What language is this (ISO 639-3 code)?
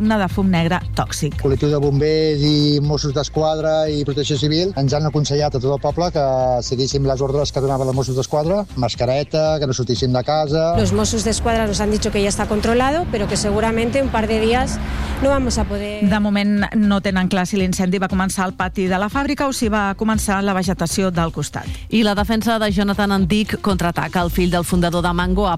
cat